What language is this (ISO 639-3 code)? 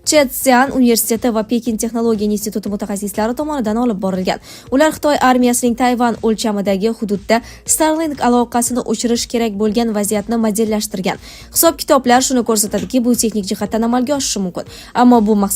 uzb